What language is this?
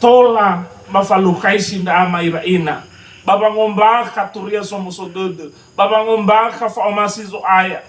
Nias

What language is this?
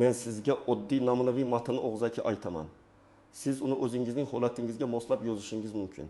Uzbek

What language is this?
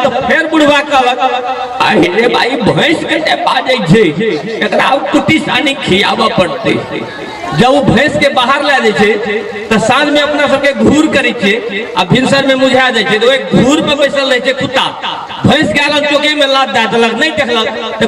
Maithili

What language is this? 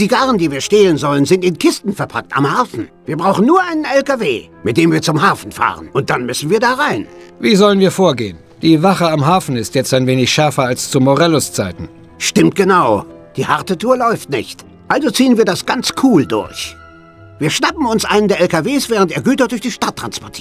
Bavarian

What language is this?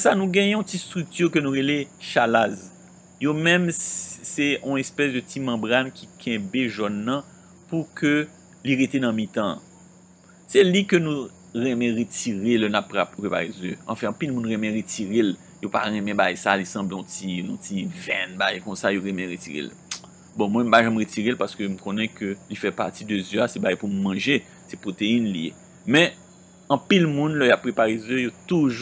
Haitian Creole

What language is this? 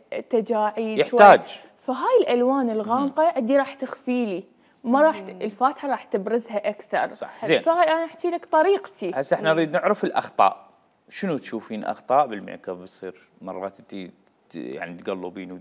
Mesopotamian Arabic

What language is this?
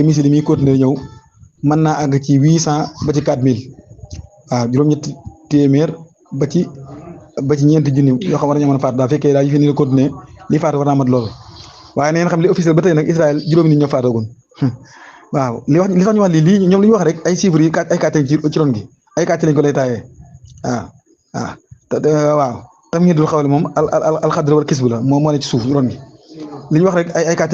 Wolof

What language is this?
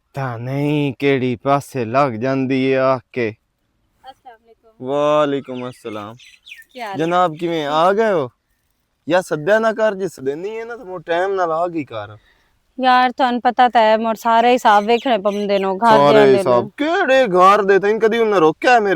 Western Panjabi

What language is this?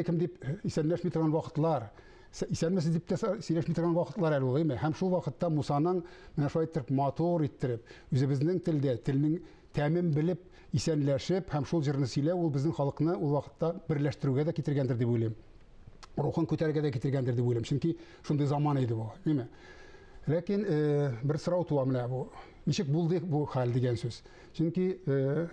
Tatar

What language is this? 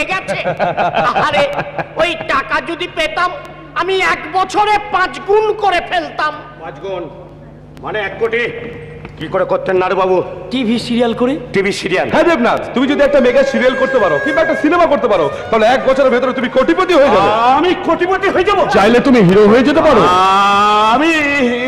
Bangla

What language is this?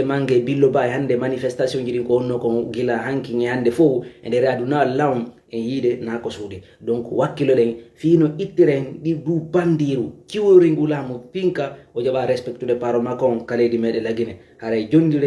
Fula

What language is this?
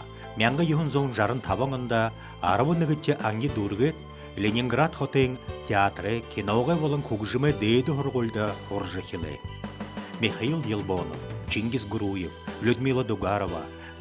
Buriat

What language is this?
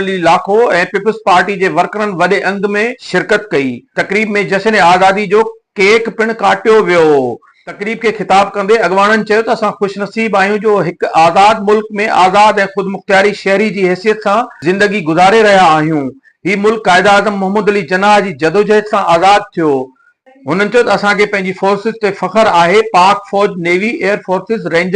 Sindhi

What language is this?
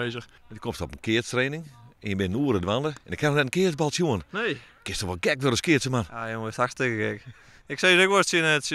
Western Frisian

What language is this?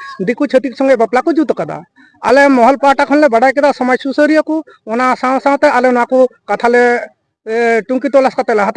Santali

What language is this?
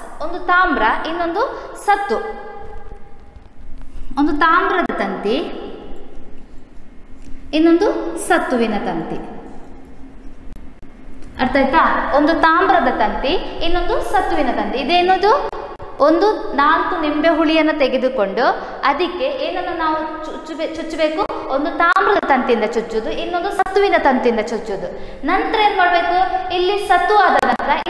Kannada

